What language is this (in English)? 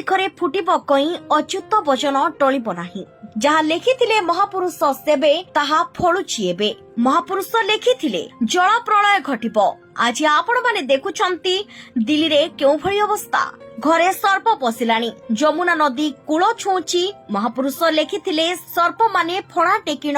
Odia